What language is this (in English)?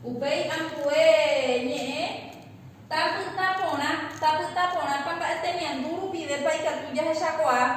Guarani